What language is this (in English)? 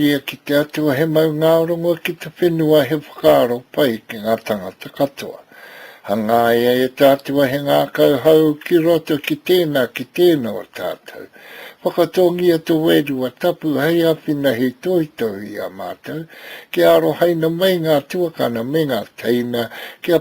Māori